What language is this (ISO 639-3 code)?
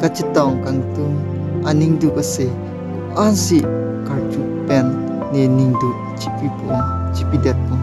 mjw